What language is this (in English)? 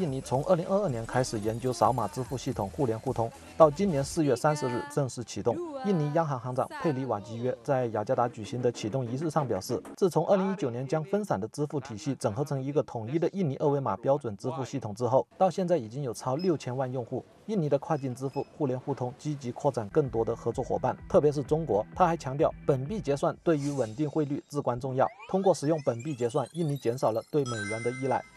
Chinese